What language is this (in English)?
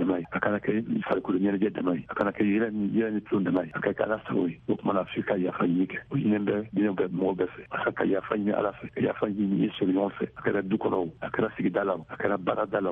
Bambara